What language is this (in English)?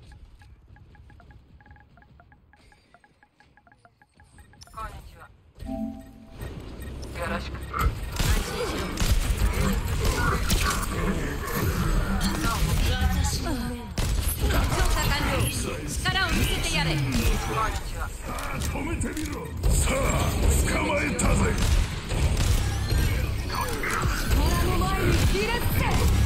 Japanese